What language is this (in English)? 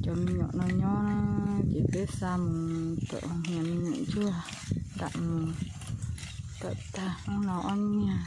Hmong